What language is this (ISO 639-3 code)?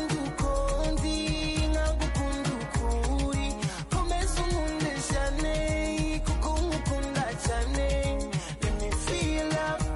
kin